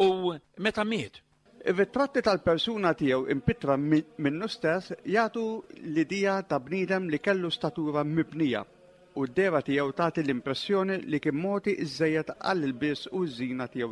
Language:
Maltese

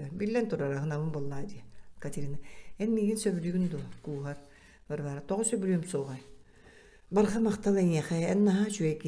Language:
Yakut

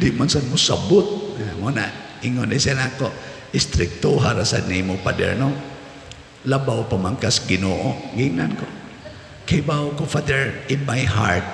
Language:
Cebuano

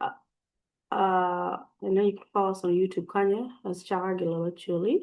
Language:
Acoli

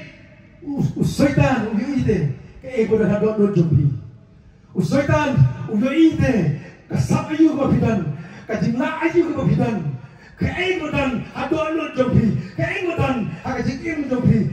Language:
Khasi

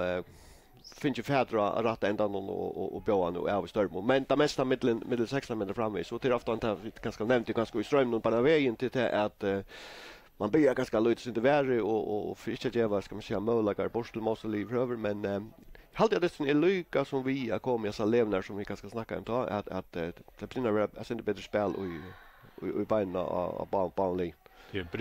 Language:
Faroese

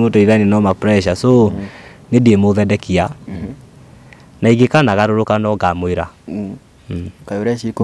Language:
Kikuyu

